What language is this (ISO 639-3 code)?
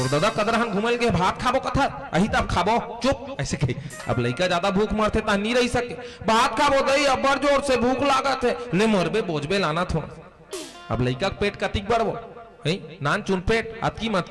hne